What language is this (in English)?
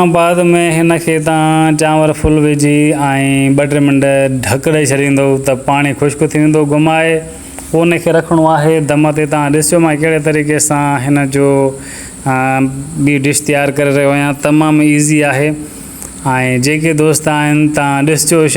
Sindhi